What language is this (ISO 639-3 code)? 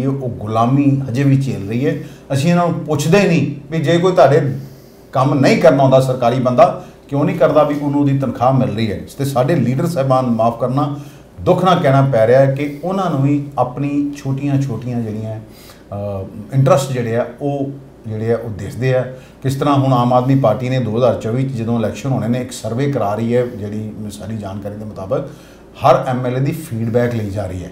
pan